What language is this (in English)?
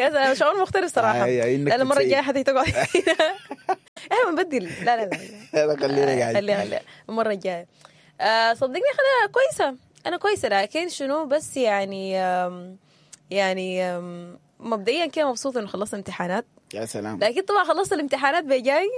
Sudanese Arabic